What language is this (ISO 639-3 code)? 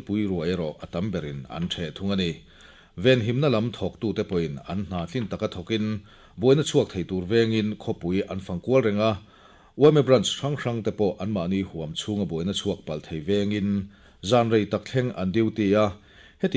lus